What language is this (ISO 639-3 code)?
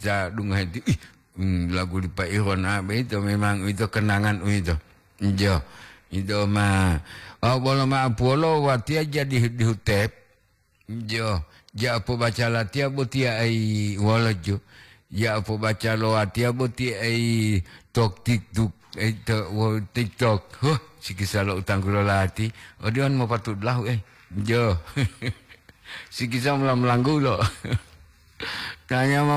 gor